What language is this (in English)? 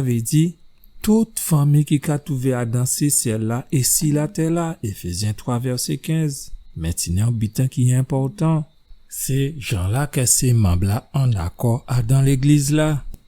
Guadeloupean Creole French